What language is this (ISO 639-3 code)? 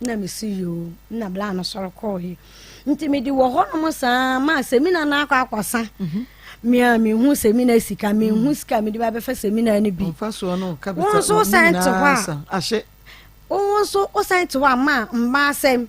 aka